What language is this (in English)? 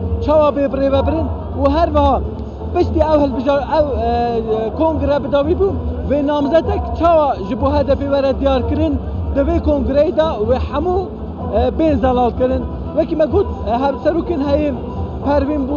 Kurdish